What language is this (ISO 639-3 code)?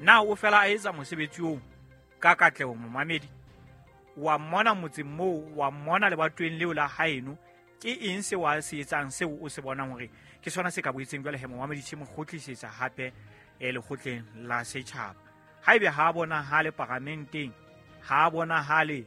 sot